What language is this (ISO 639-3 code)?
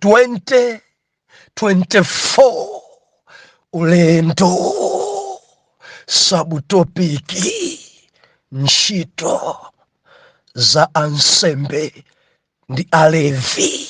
nya